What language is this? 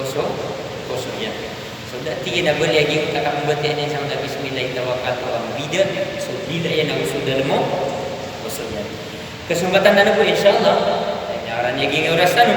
Maranao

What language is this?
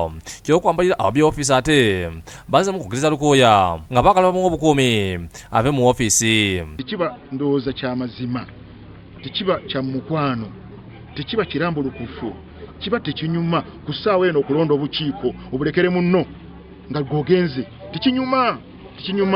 Ganda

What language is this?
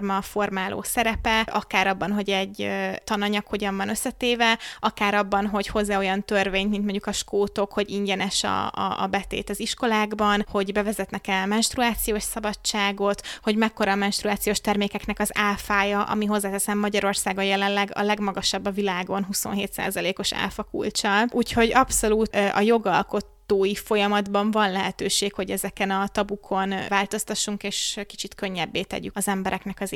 Hungarian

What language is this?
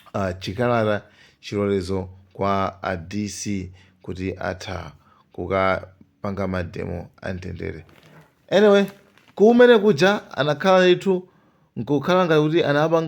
Nyanja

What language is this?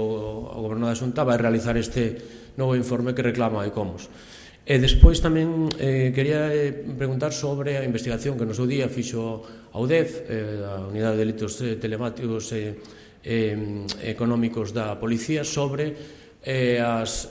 Galician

